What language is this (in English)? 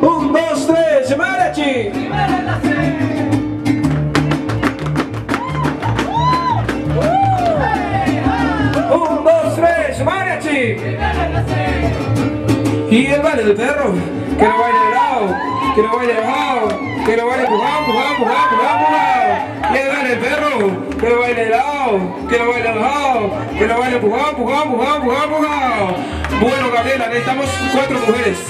Spanish